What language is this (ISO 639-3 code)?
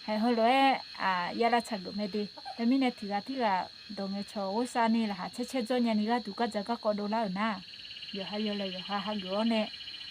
ahk